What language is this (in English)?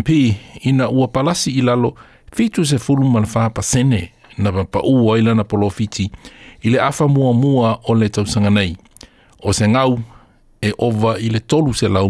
Samoan